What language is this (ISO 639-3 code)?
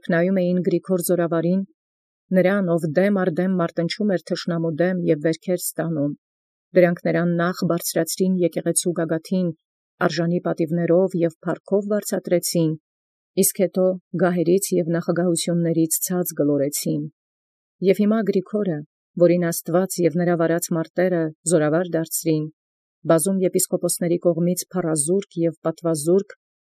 hye